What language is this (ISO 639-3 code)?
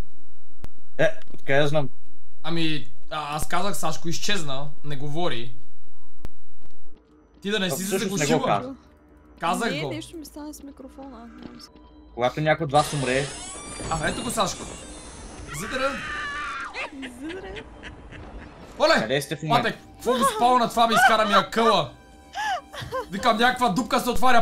bul